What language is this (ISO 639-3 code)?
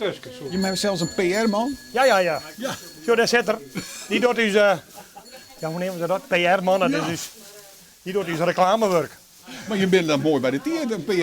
fry